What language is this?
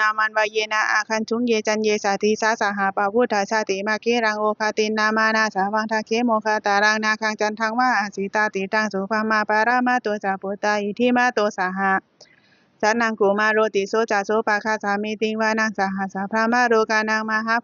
Pali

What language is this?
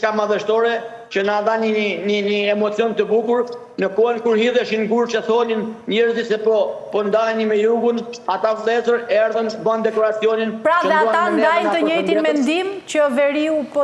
Albanian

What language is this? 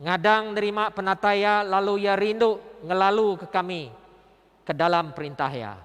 Iban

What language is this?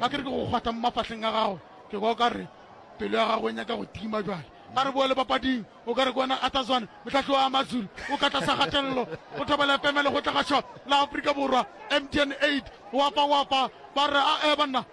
Northern Sotho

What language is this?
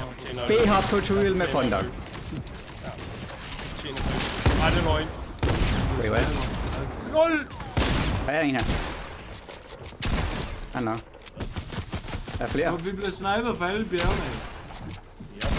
Danish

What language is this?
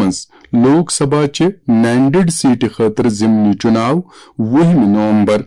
Kashmiri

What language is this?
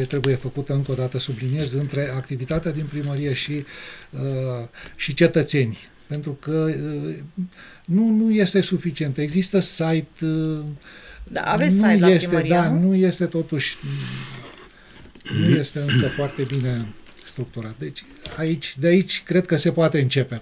Romanian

